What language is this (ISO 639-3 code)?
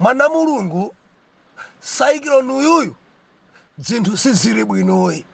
nya